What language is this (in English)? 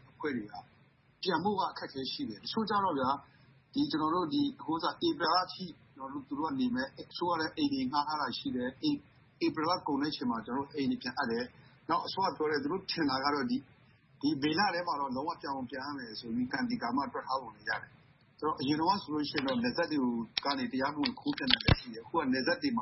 Burmese